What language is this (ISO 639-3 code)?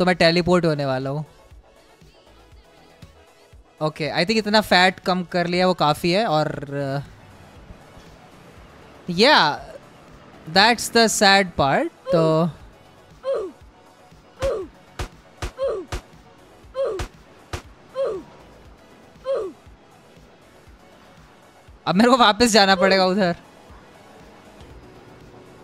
hin